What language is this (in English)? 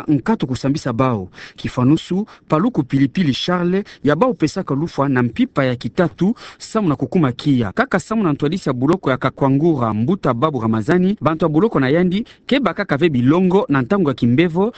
Kituba (Democratic Republic of Congo)